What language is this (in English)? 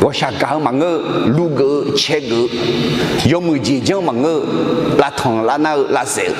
Akha